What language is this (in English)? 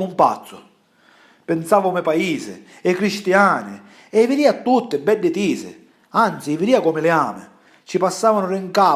Sicilian